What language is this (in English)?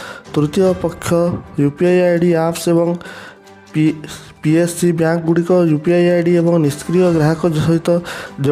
Odia